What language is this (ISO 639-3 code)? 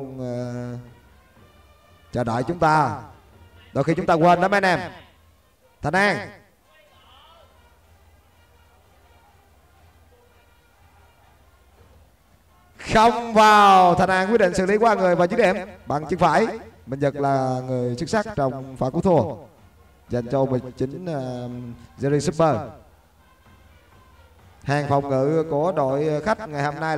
vie